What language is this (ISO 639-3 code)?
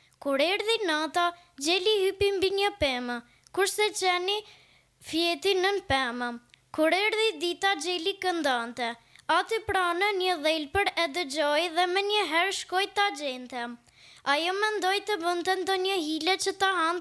sqi